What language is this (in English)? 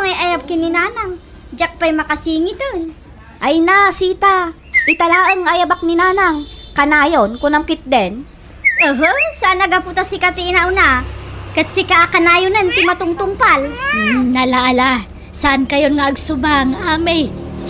Iloko